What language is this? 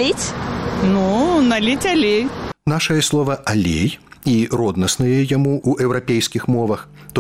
Belarusian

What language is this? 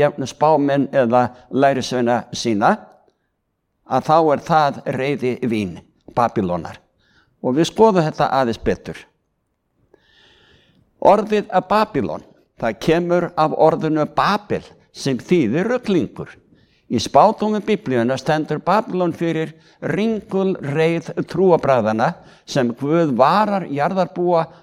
Icelandic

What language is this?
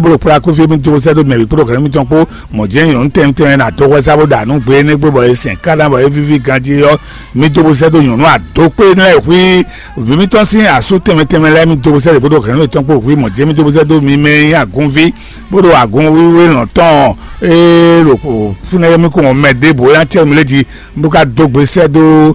Fon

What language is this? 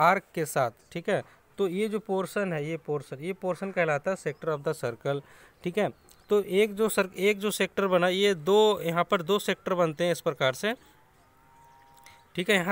Hindi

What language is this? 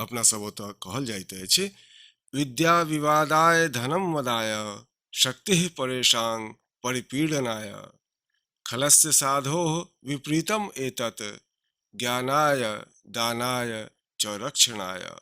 Maithili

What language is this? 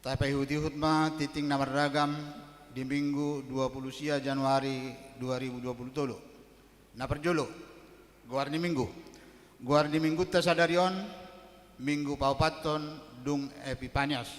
Batak Toba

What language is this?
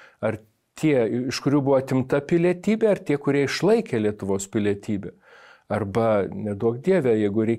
Lithuanian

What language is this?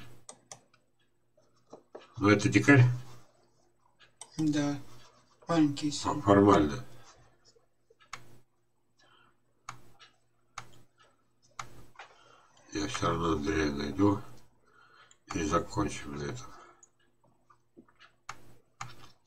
Russian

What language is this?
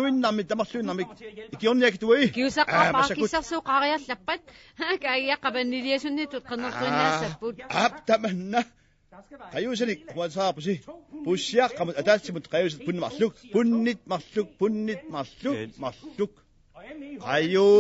Kalaallisut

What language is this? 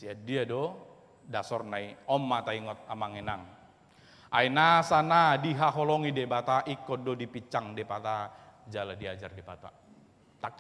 Batak Toba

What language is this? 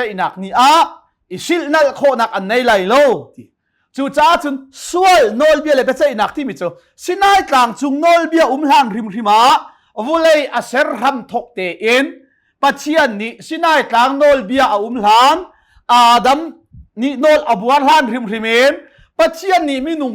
Hakha Chin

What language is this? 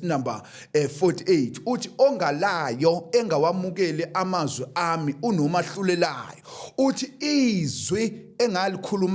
Zulu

